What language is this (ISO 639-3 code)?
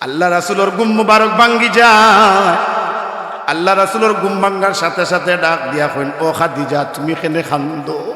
syl